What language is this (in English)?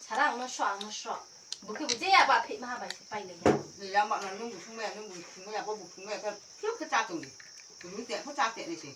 Riang (India)